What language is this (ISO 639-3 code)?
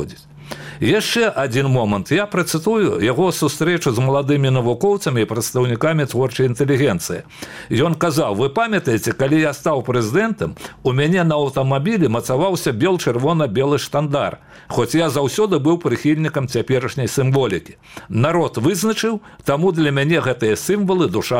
bel